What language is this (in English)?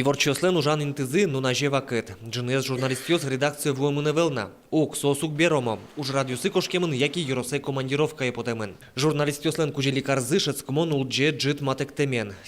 Udmurt